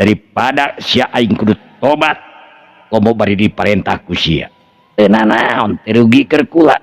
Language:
Sundanese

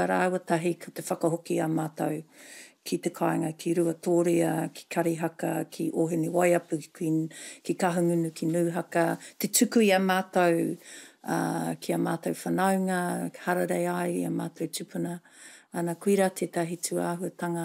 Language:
Māori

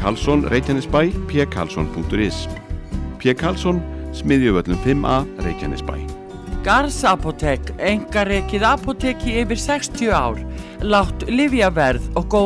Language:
Icelandic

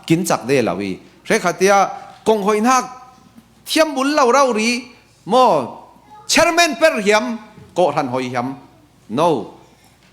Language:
Falam Chin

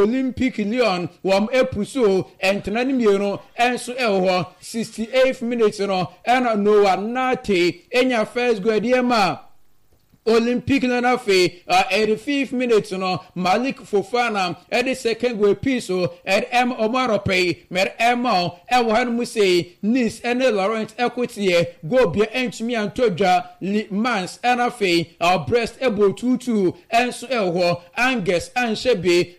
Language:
Akan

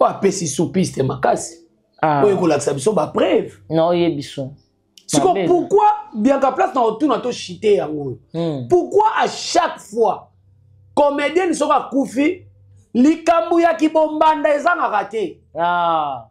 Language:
Lingala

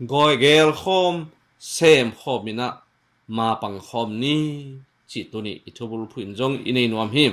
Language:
Tedim Chin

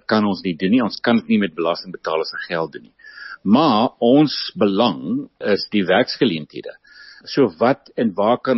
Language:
Afrikaans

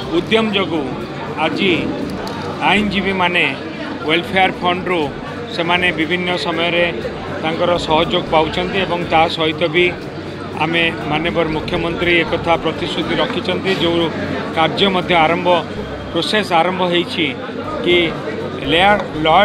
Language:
Odia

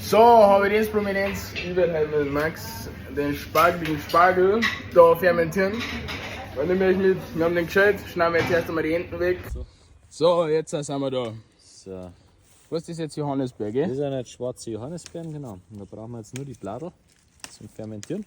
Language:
Bavarian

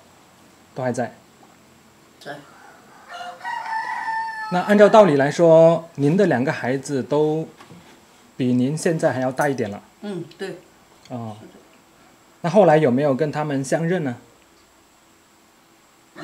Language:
Chinese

